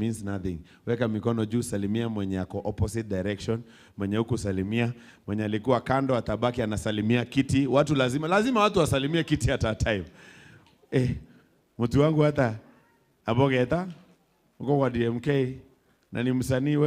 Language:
Meru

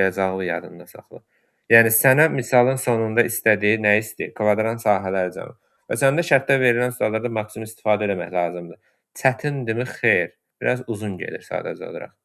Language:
Azerbaijani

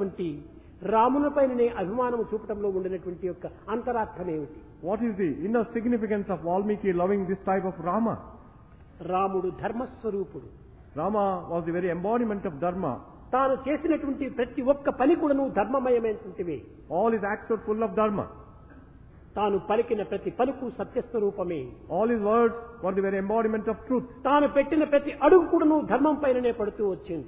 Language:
Telugu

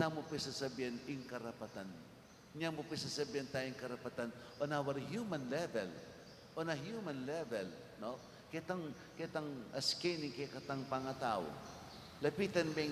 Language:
Pampanga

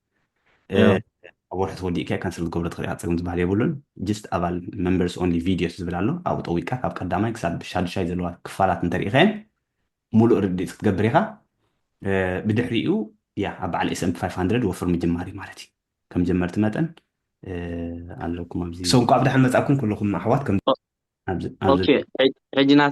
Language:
Tigrinya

